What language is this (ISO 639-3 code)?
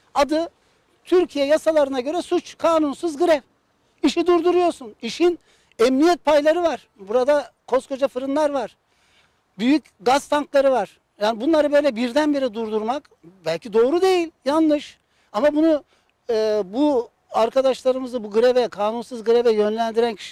tur